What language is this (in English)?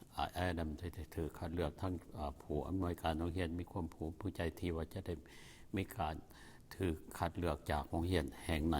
Lao